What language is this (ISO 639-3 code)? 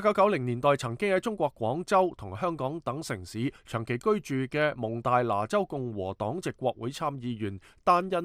yue